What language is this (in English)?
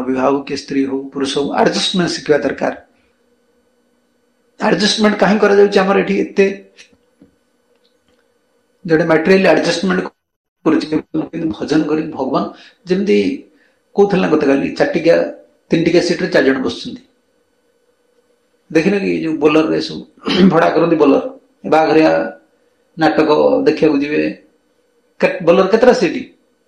Odia